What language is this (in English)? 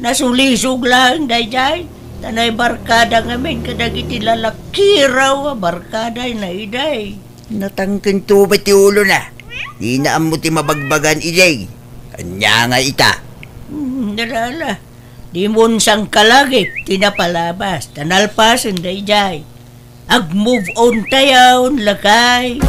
Iloko